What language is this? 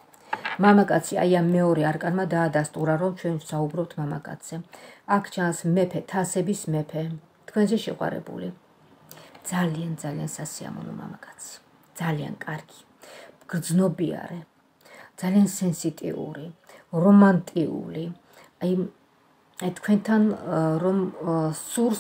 Georgian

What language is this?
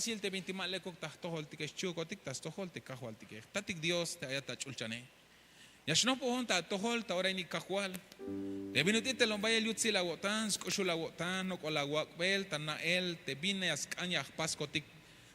Tzeltal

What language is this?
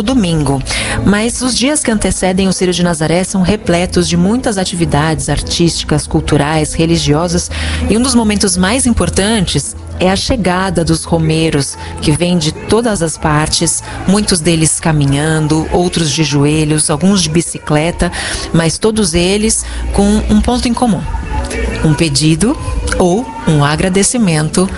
Portuguese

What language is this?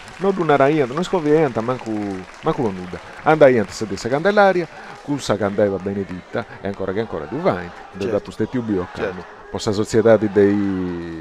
Sardinian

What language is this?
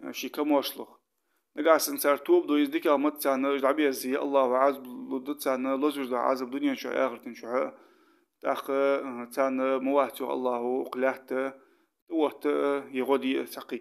Ingush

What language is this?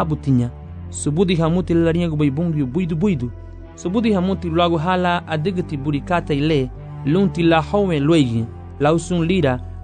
Garifuna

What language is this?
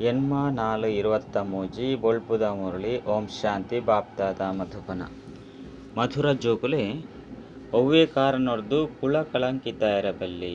Tulu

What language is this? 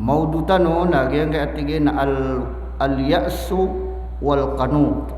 Maranao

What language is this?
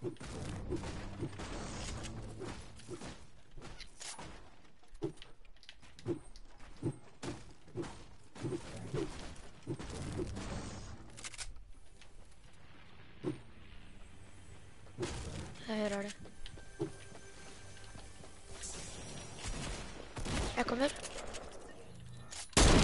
Norwegian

